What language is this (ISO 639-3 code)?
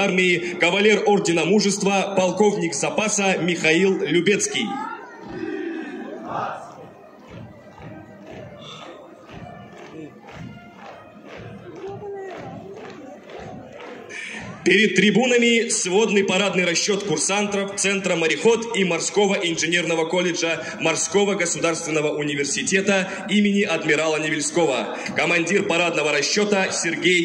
rus